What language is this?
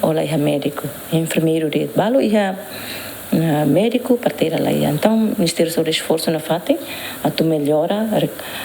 Tetum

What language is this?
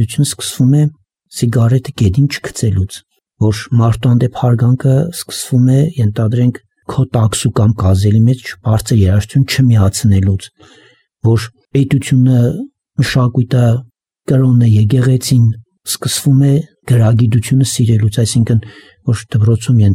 Armenian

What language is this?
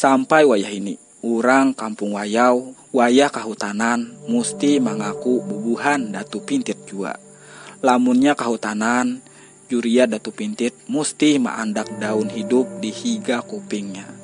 Banjar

